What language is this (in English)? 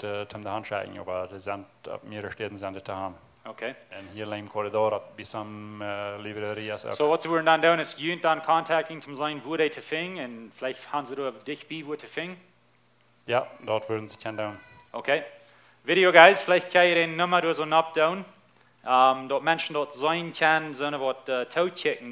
Plautdietsch